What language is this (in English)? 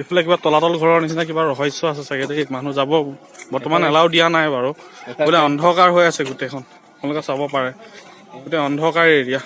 Assamese